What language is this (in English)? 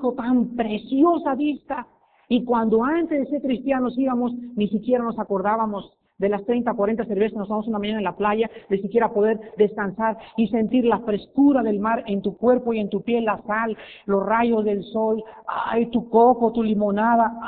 Spanish